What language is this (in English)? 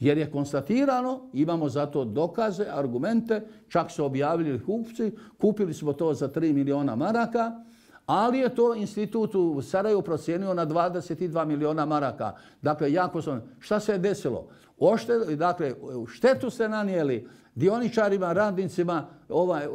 Bosnian